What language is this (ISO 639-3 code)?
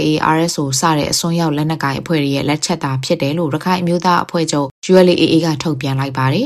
mya